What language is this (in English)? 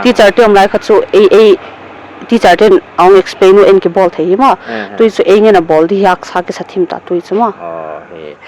Paite Chin